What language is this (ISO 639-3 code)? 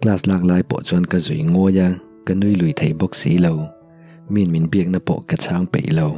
lus